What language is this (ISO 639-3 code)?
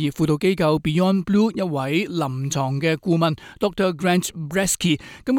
yue